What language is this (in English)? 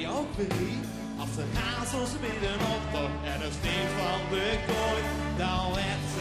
Limburgish